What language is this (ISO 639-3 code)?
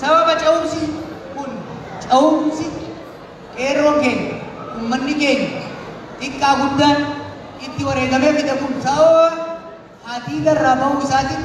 orm